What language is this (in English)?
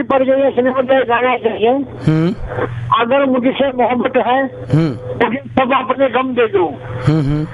Marathi